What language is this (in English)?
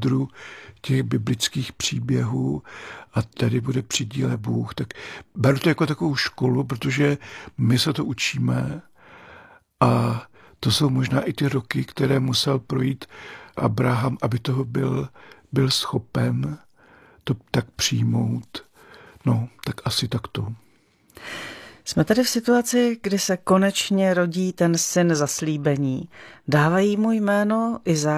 Czech